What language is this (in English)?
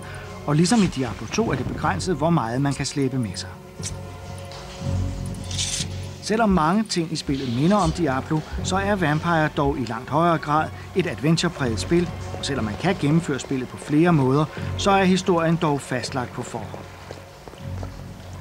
Danish